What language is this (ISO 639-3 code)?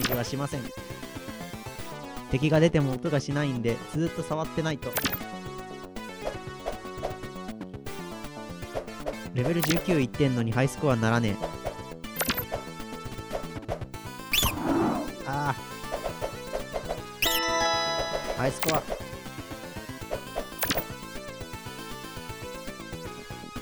jpn